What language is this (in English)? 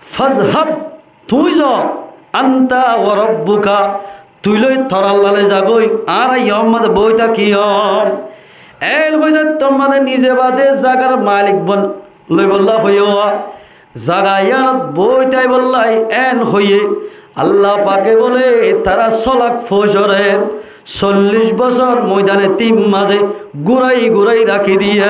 Rohingya